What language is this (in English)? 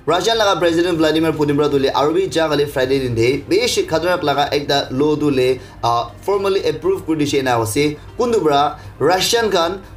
Naga Pidgin